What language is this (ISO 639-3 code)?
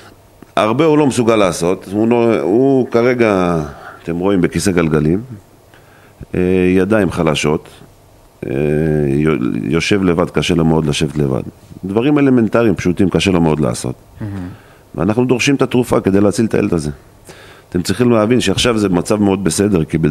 heb